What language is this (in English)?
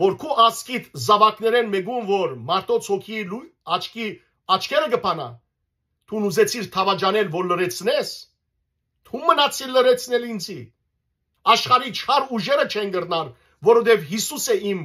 Western Armenian